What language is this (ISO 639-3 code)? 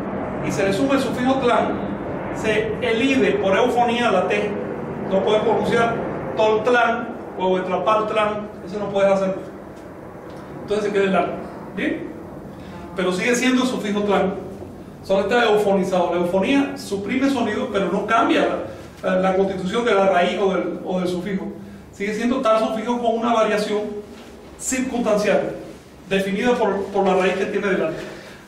spa